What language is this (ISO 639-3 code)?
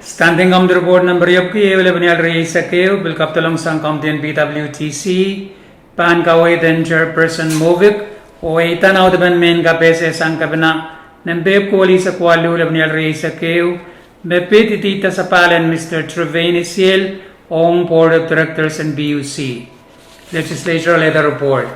pon